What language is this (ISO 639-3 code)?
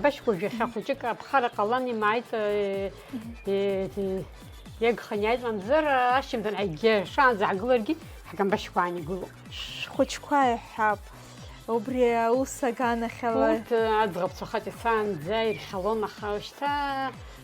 abk